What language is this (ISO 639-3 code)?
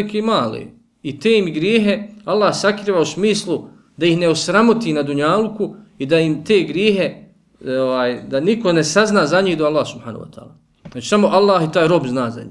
bos